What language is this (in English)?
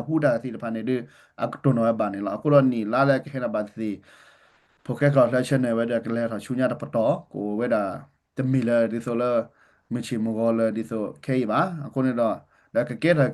S'gaw Karen